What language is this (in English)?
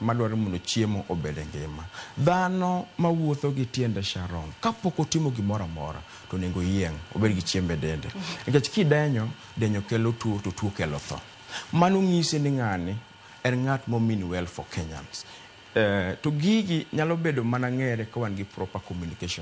Luo (Kenya and Tanzania)